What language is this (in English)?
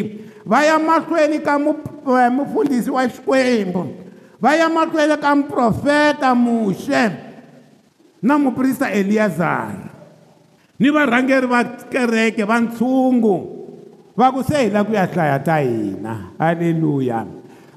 Tsonga